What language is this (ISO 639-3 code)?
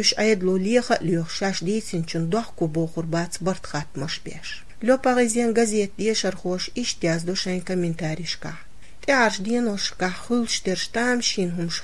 che